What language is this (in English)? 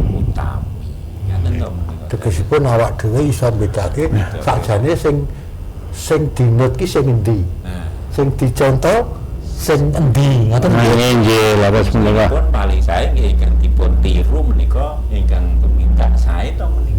Javanese